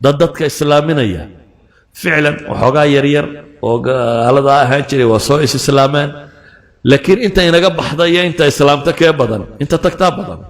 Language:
Somali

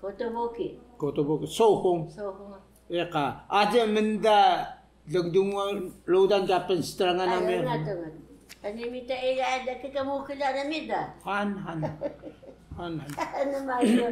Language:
Taroko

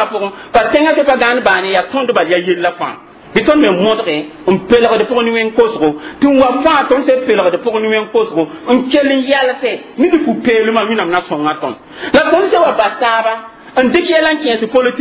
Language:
Mossi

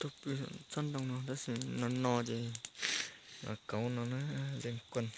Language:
Hmong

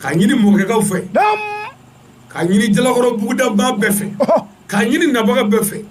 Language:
Bambara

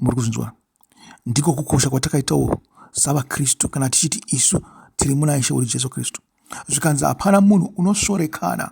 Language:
Shona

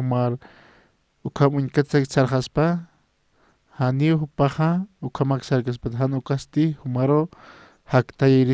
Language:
Aymara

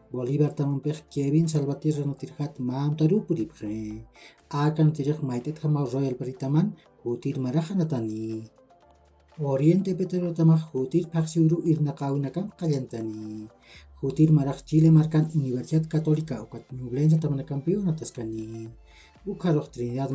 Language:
Aymara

